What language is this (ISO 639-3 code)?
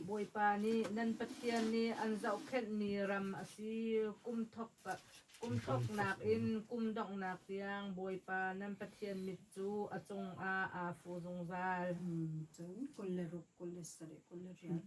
cnh